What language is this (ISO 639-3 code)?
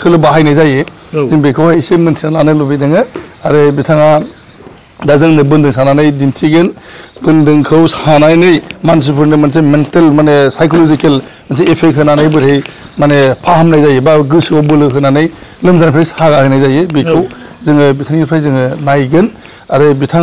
brx